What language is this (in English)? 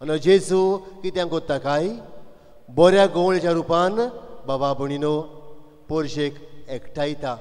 Konkani